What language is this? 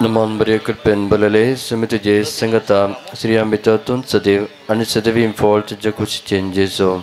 Konkani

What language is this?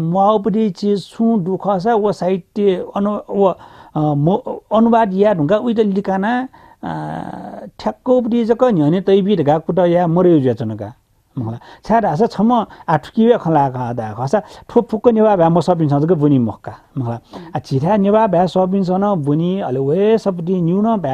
Newari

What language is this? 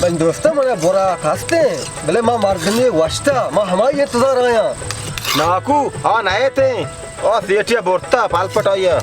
Baluchi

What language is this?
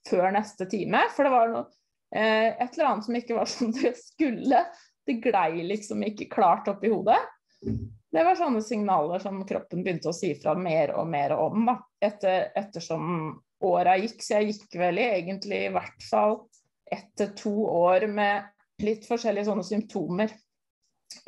Norwegian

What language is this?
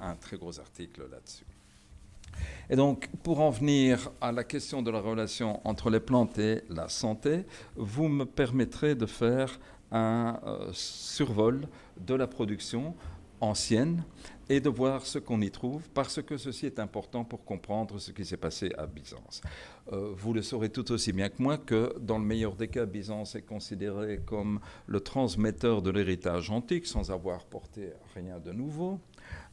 French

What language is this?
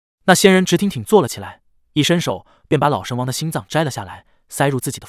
Chinese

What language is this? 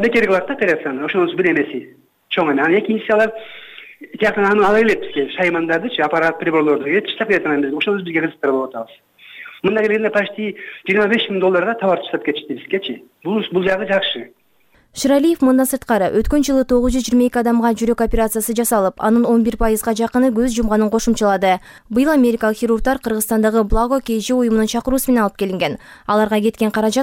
Kyrgyz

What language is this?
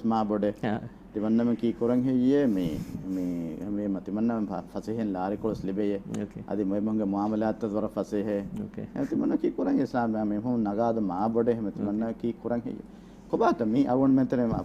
Divehi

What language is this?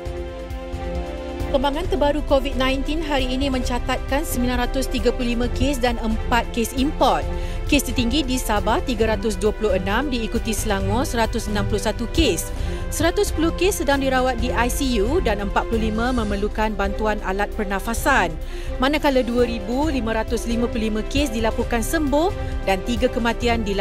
Malay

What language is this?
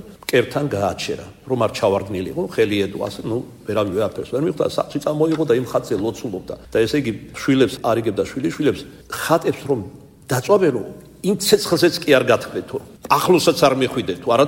Georgian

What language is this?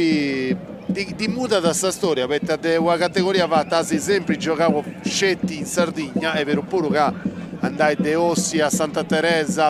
Sardinian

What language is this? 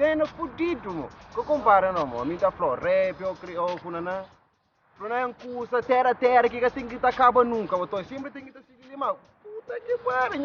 Kabuverdianu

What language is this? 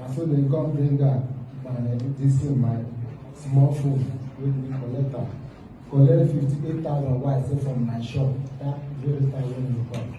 Nigerian Pidgin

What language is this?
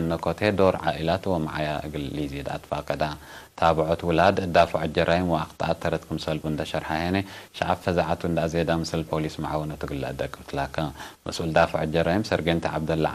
Tigre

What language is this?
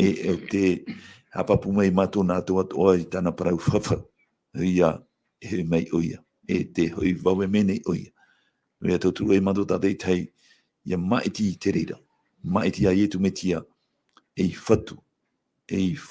Tahitian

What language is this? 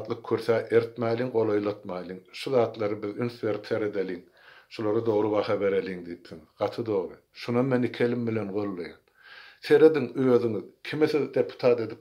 Turkmen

